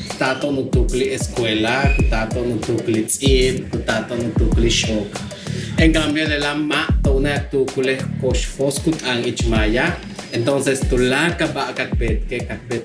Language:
Yucateco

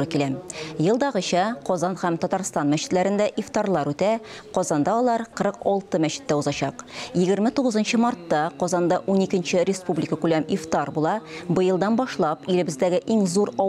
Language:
Tatar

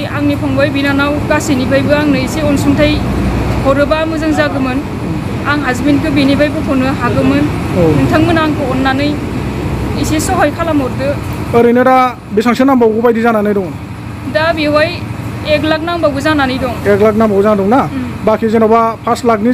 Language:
Bodo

